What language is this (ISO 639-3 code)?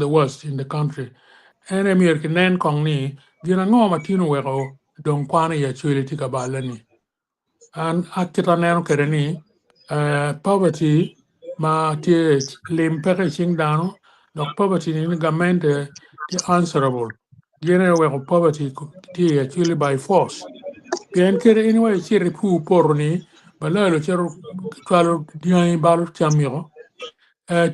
ach